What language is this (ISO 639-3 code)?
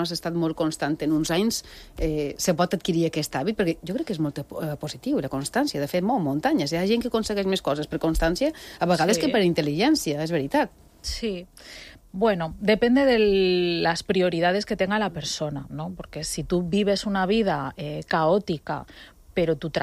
cat